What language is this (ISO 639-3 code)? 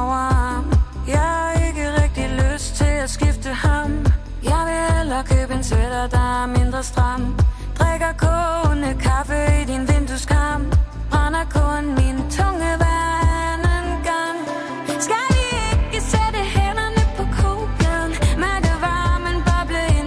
dan